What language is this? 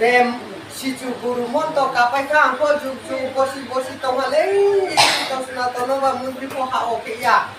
Riang (India)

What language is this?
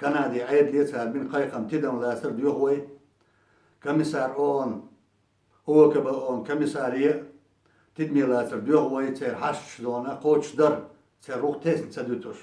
Chechen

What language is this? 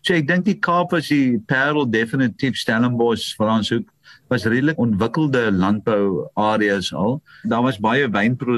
Afrikaans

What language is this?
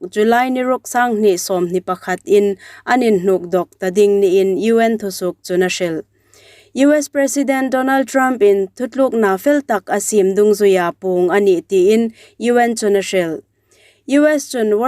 Hmar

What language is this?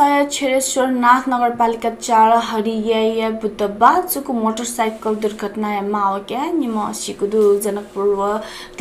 Newari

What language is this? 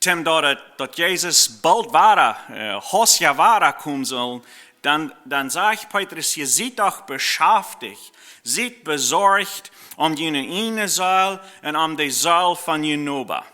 Plautdietsch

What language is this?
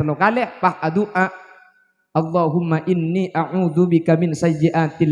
Madurese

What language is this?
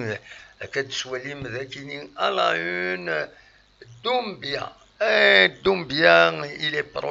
Kabyle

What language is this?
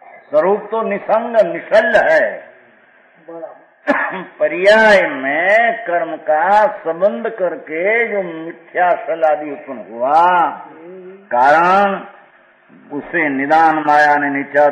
Hindi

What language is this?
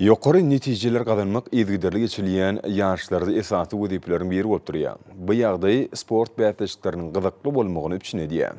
Turkmen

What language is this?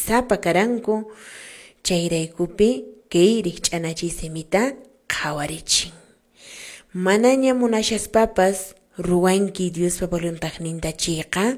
Quechua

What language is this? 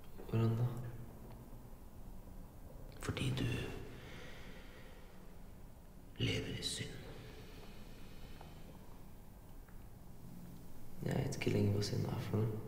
Norwegian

